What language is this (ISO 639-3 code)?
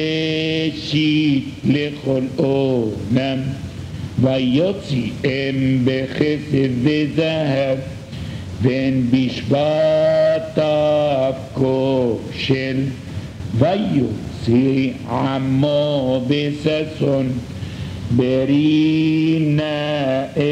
heb